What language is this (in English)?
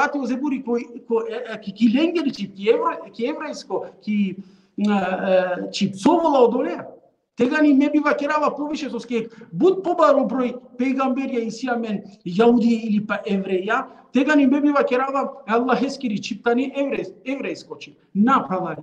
Balkan Romani